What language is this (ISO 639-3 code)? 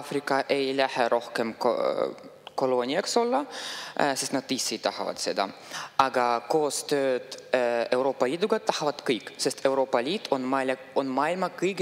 est